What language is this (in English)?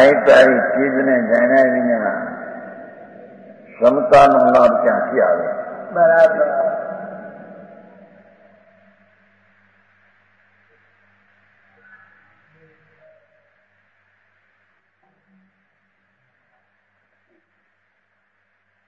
Gujarati